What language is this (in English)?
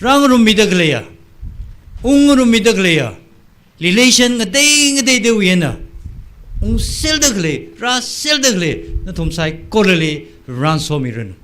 Tangkhul Naga (India)